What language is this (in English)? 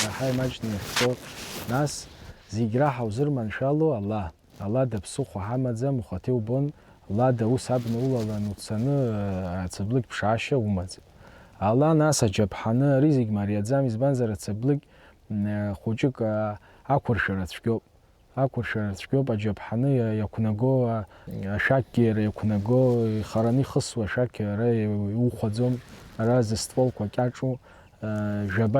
Abkhazian